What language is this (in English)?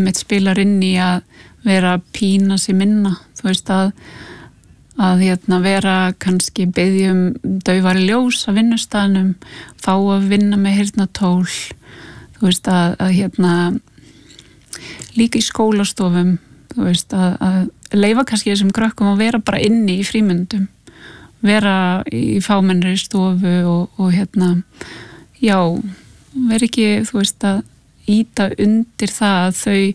Icelandic